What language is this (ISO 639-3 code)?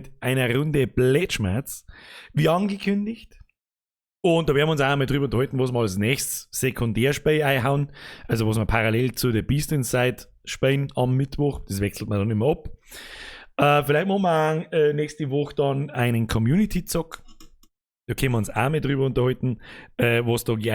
bar